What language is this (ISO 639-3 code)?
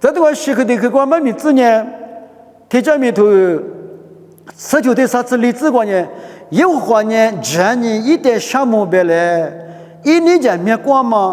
lis